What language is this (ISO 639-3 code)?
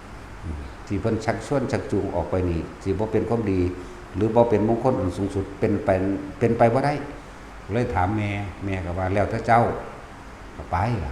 tts